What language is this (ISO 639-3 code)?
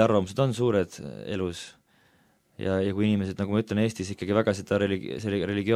est